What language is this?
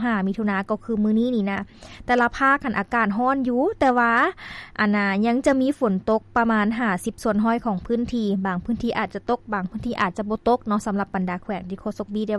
Lao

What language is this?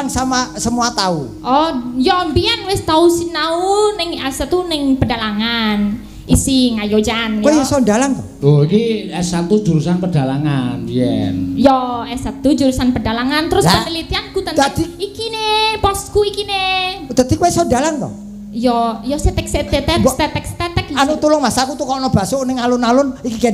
Javanese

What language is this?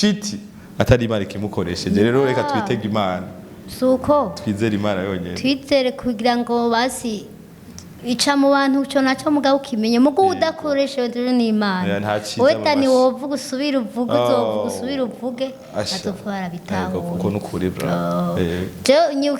Rundi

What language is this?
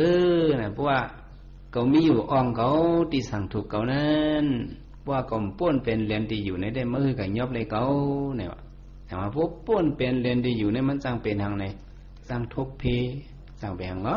Shan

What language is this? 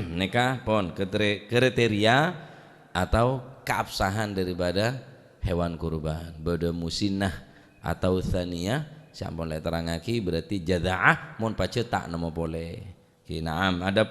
Madurese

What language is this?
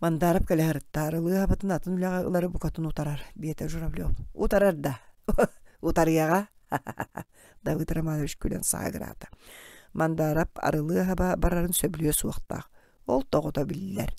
Yakut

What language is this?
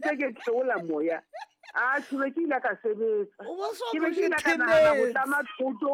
Southern Sotho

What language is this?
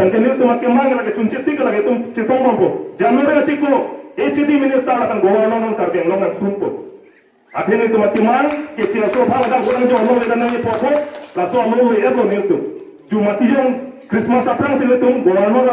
Karbi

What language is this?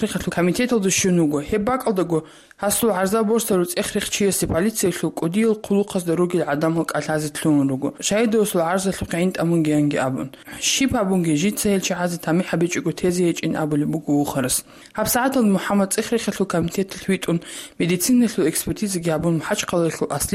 Avaric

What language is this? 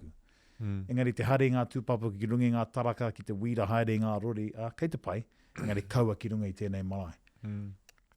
Māori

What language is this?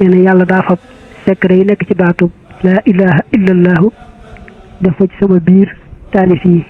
Wolof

